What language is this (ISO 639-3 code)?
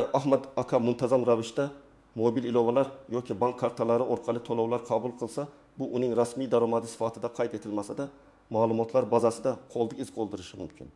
uzb